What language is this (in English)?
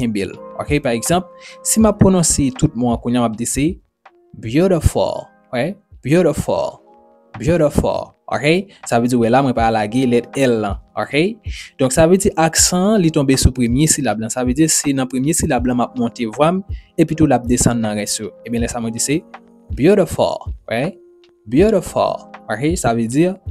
Haitian Creole